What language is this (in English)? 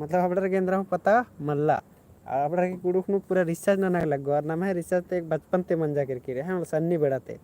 Kurukh